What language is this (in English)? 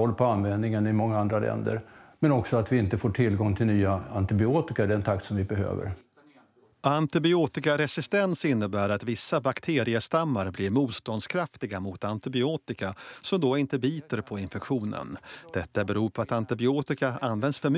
Swedish